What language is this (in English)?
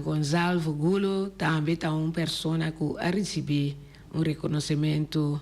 Papiamento